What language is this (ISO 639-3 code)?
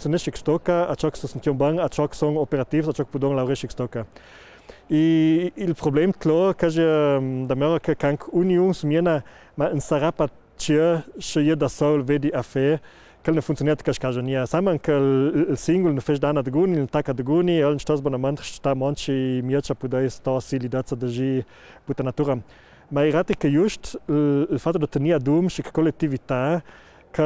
lld